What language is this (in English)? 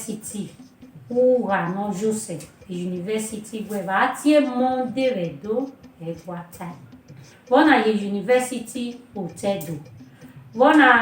Bini